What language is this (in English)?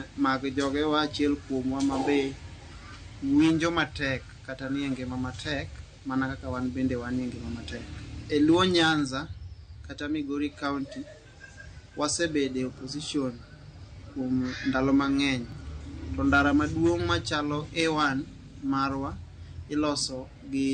Luo (Kenya and Tanzania)